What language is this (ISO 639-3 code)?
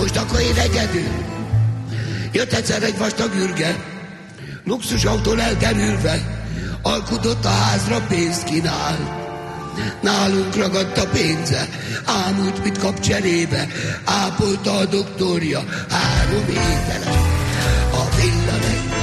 hun